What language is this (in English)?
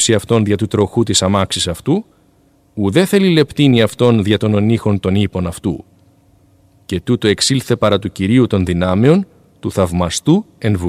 Greek